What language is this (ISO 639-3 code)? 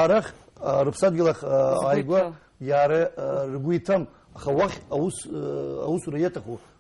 abk